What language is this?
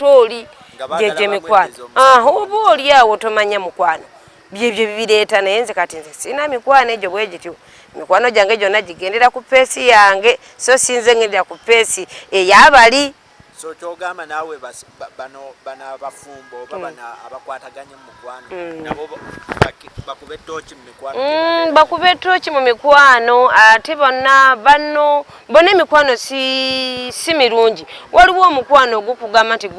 Ganda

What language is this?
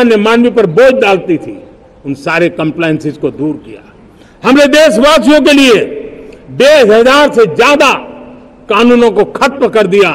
Hindi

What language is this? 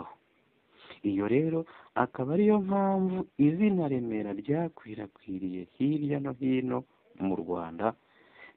Kinyarwanda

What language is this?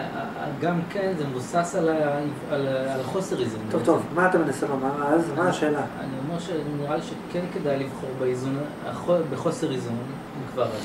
Hebrew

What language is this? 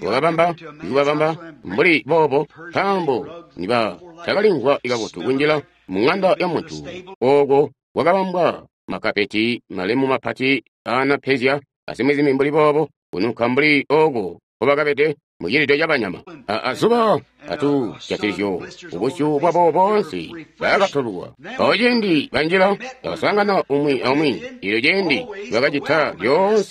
Tonga (Zambia)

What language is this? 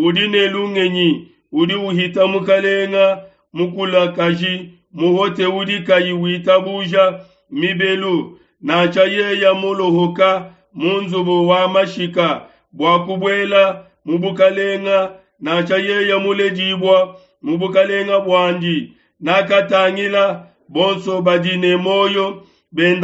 Luba-Lulua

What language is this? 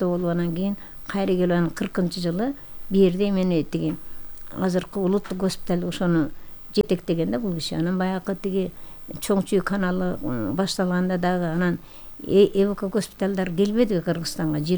Kyrgyz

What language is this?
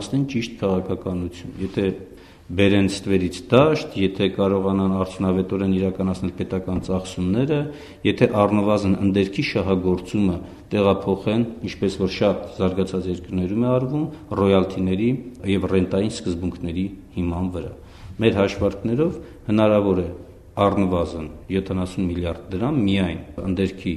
Armenian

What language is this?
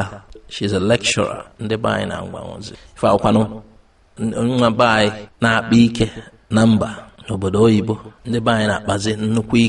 Igbo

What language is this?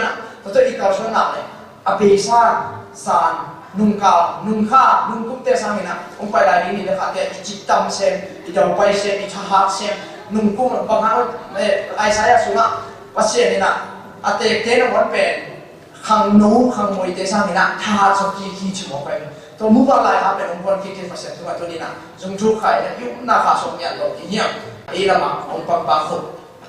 Tedim Chin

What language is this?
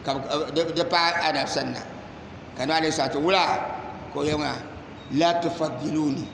Dagbani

